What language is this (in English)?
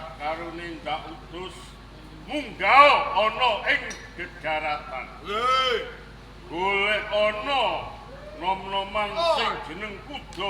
Javanese